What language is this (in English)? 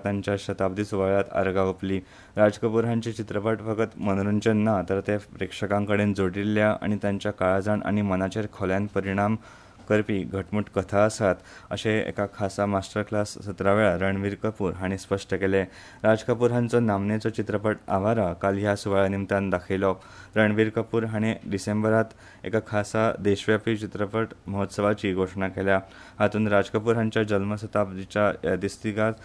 Konkani